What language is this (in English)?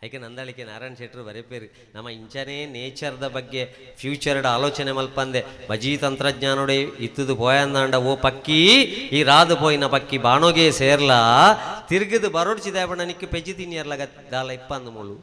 Tulu